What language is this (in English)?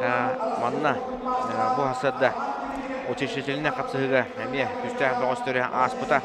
Yakut